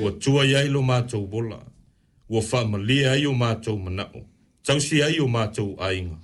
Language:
Samoan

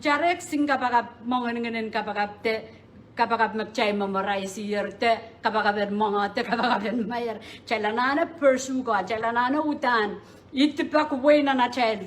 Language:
Pohnpeian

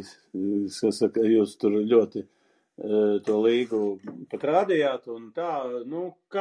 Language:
Latvian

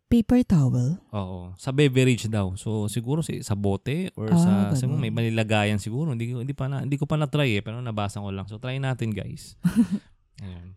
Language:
Filipino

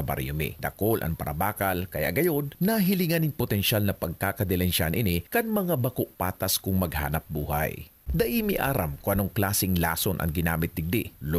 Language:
Bikol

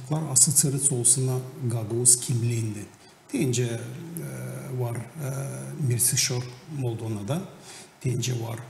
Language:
Gagauz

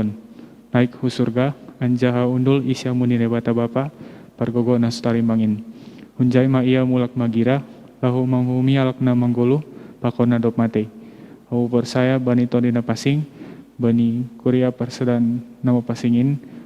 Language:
Batak Simalungun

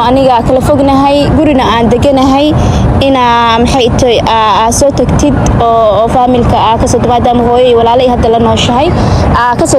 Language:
Somali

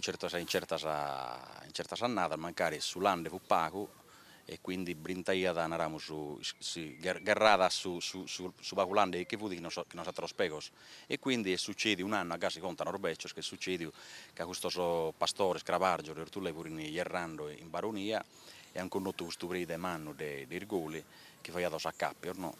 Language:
Sardinian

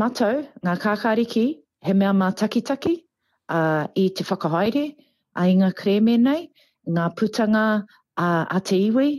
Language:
Māori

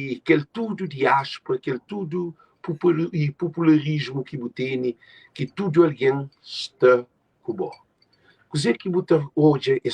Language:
Kabuverdianu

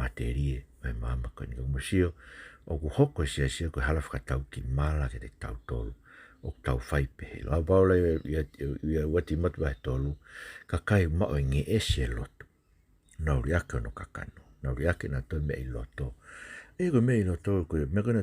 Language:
Tongan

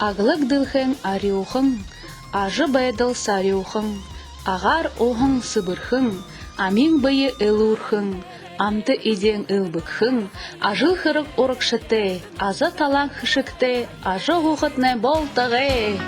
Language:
Buriat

